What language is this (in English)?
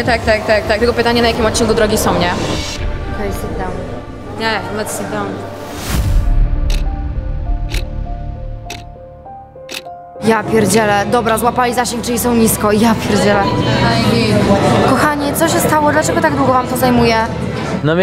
Polish